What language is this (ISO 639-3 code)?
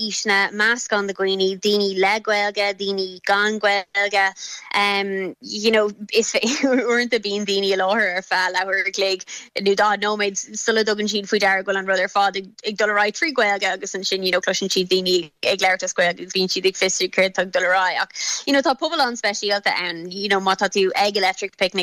gle